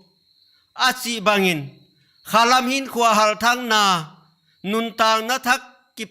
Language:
Paite Chin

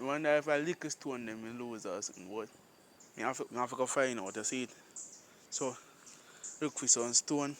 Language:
Jamaican Creole English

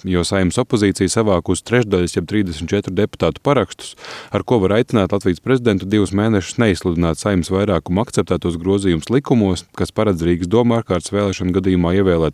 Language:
Latvian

